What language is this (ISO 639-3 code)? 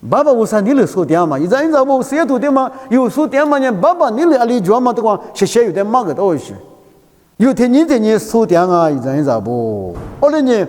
lis